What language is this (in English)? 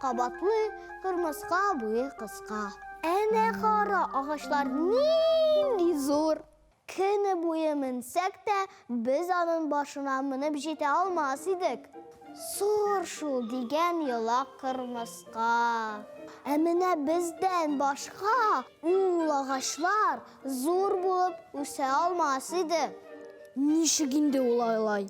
Tatar